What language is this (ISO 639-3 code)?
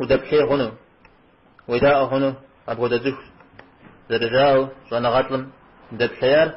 kbd